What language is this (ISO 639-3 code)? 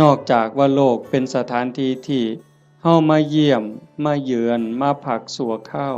tts